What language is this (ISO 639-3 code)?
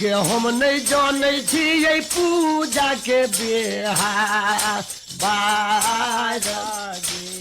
mai